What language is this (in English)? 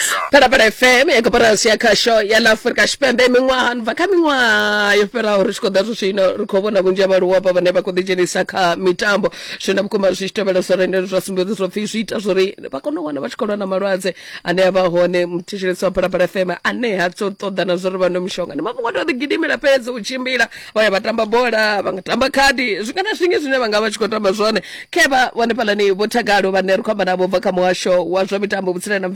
Venda